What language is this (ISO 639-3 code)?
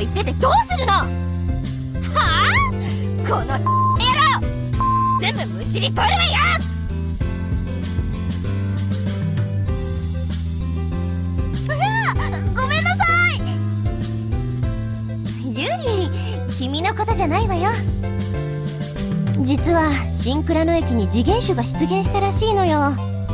jpn